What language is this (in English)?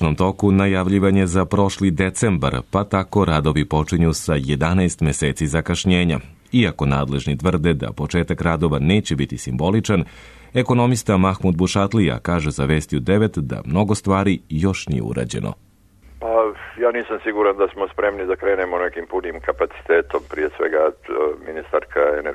Serbian